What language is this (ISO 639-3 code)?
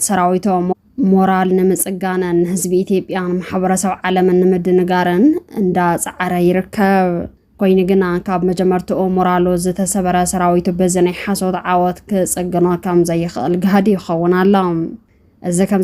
tir